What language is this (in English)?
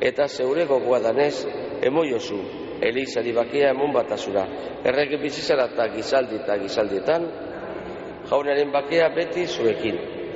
Basque